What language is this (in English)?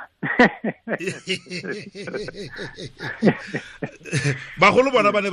Tswana